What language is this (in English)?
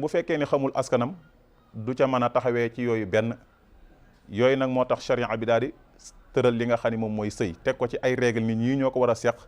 Wolof